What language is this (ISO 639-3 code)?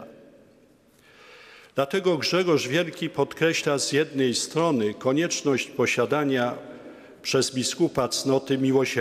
pol